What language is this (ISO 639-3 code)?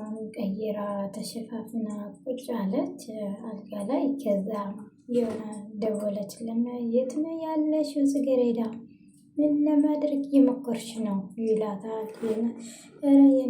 amh